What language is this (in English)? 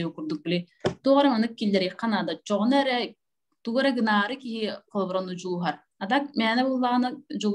Yakut